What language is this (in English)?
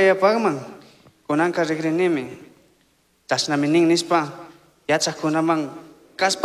Chimborazo Highland Quichua